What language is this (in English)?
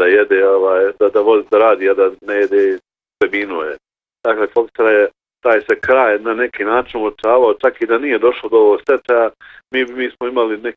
Bosnian